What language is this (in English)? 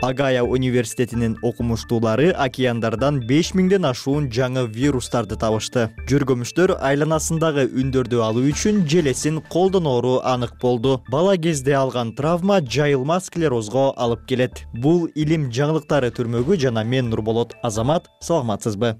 Kyrgyz